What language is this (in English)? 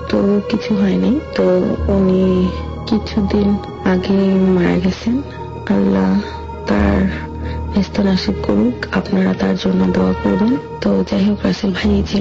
Bangla